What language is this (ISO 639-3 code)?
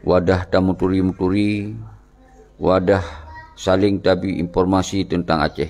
ace